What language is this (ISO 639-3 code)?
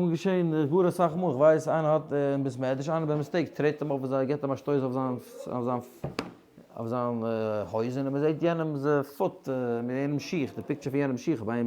yid